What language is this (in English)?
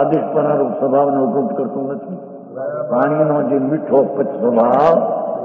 Gujarati